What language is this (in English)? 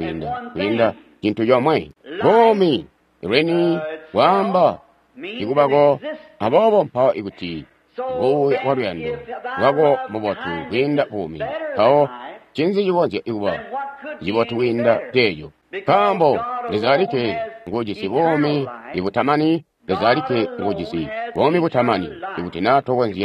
Tonga (Zambia)